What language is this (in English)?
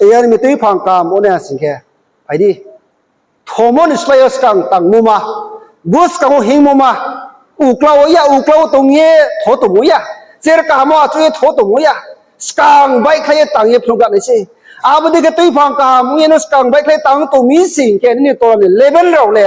Riang (India)